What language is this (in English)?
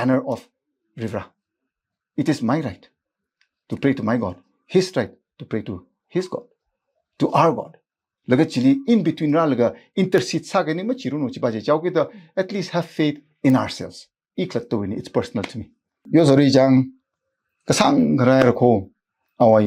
Tangkhul Naga (India)